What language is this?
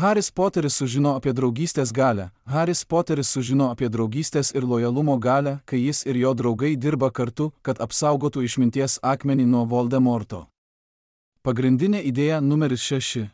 Lithuanian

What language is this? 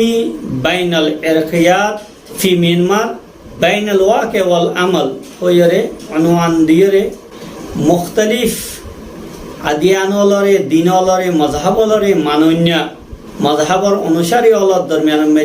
Rohingya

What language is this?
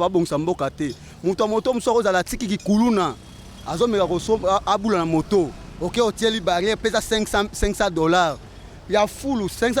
Lingala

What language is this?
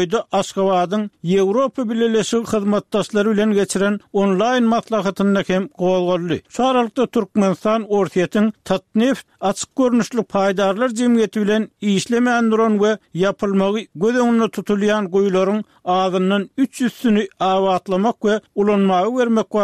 Turkmen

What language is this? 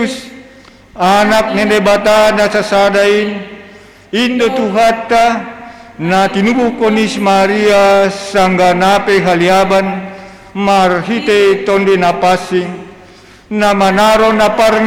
Batak Simalungun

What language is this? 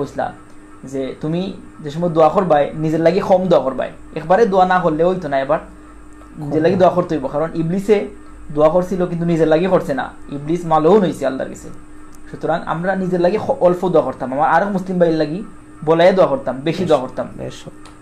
Sylheti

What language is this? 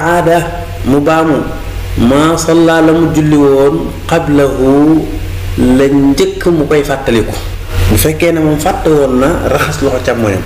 Wolof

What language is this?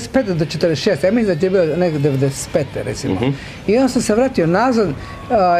Croatian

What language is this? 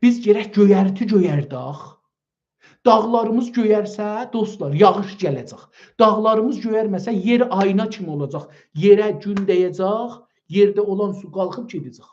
South Azerbaijani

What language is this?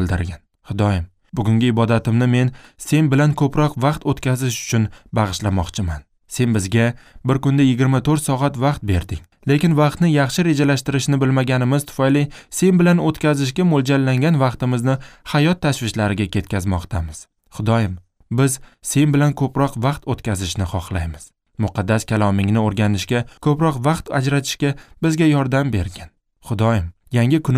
Uzbek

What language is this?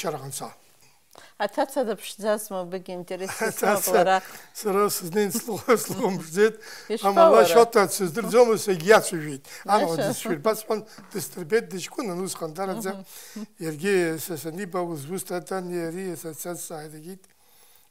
Abkhazian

